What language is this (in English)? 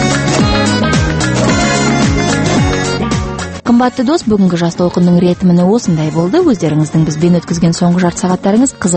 Kazakh